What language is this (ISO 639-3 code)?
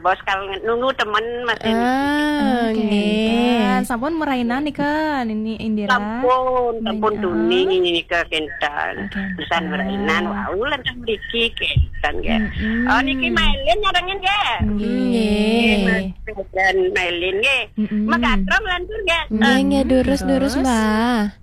ban